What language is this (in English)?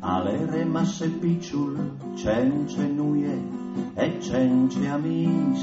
Friulian